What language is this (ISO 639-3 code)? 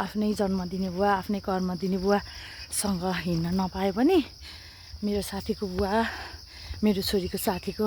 nep